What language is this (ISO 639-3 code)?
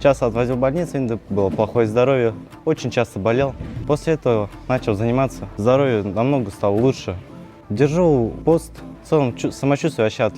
bak